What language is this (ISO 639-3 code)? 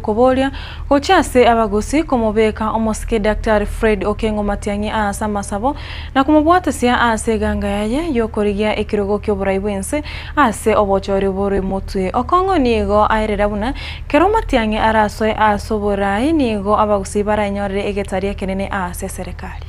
guz